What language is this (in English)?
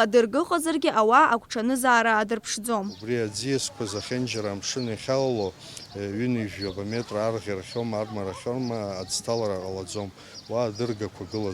Abkhazian